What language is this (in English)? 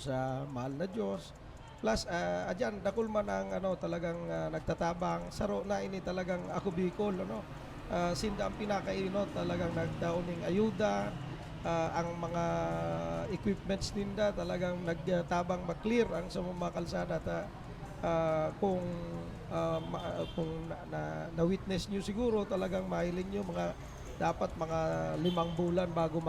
Bikol